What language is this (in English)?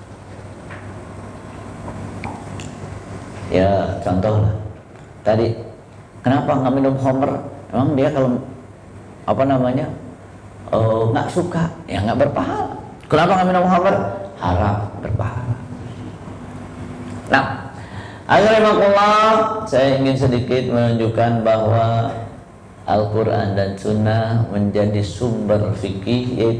Indonesian